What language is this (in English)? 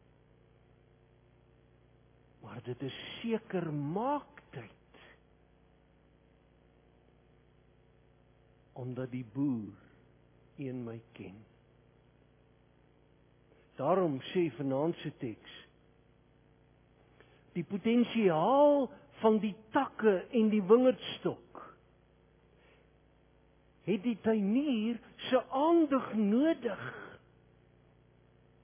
Afrikaans